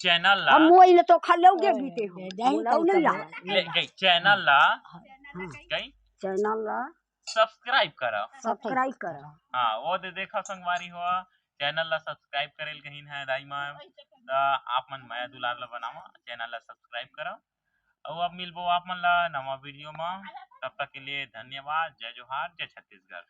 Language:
Chhattisgarhi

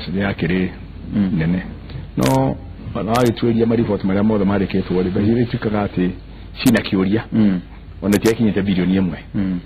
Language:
Kikuyu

